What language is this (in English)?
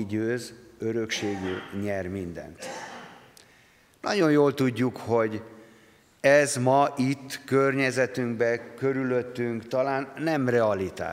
Hungarian